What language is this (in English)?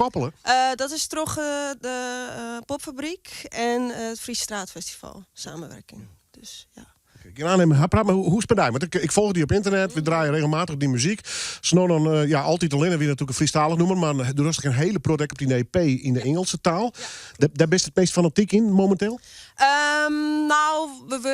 Western Frisian